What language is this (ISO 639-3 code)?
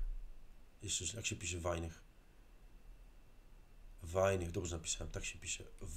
pol